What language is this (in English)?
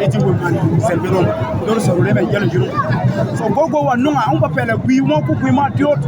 Berom